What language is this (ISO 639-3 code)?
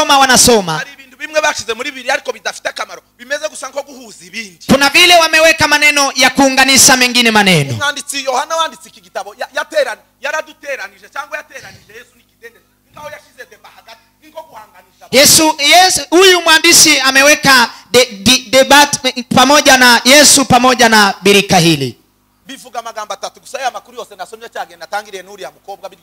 kin